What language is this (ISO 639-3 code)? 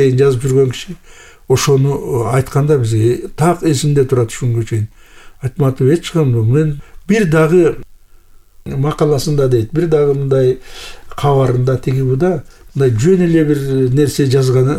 kir